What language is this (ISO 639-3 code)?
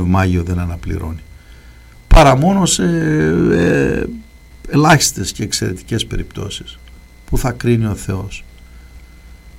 ell